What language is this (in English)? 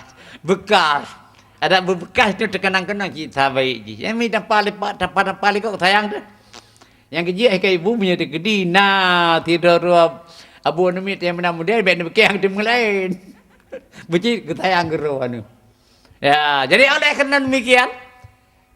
Achinese